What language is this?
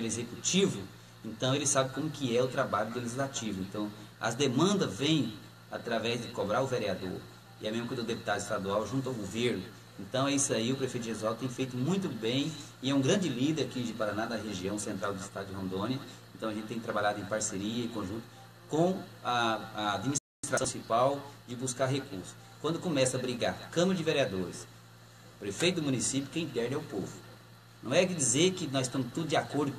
Portuguese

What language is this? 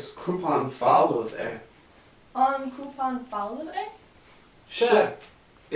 Irish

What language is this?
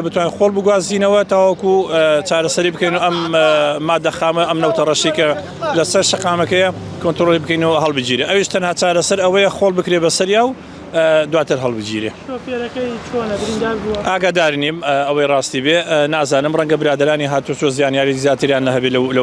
Central Kurdish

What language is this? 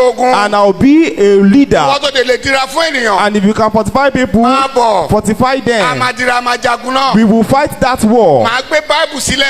Yoruba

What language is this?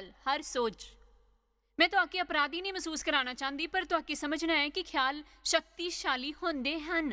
Dogri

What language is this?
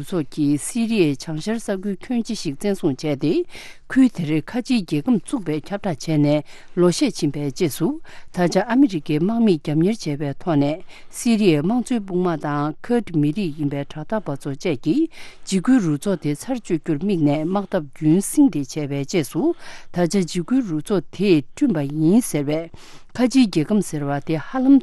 Tibetan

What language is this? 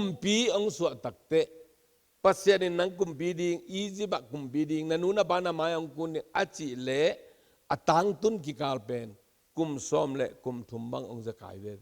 Tedim Chin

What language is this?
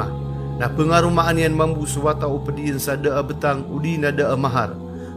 Maranao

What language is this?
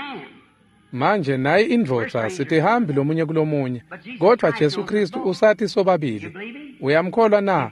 Swati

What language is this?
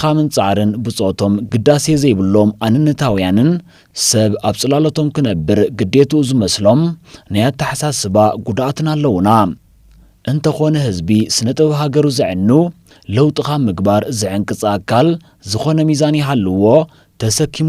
Tigrinya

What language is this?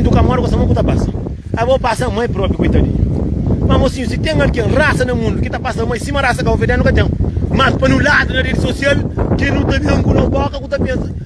Kabuverdianu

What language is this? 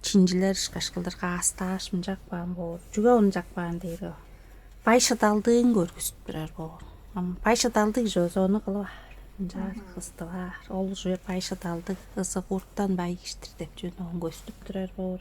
Tuvinian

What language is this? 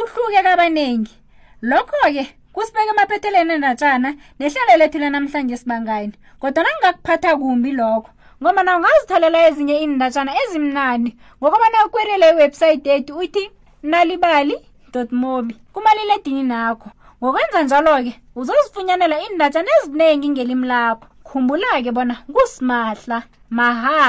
South Ndebele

